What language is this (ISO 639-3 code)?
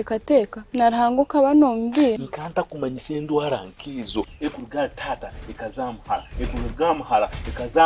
nyn